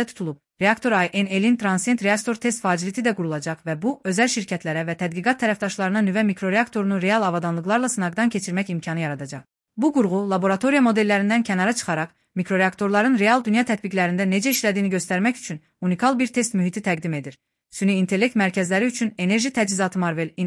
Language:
Azerbaijani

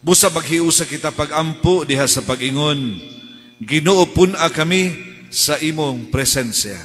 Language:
Cebuano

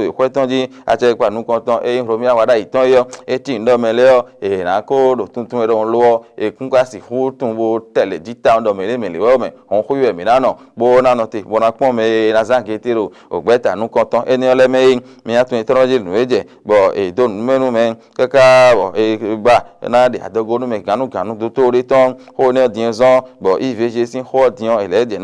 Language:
Fon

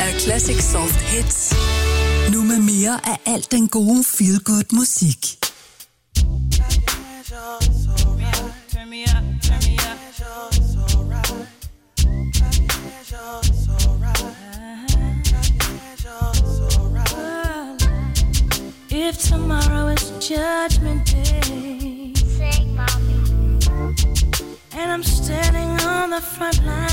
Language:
Danish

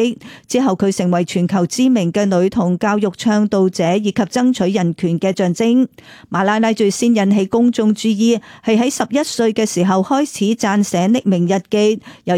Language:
Cantonese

